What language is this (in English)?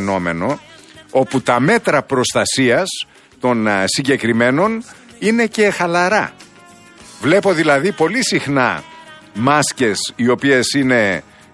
Greek